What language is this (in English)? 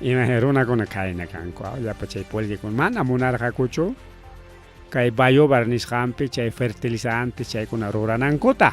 Ayacucho Quechua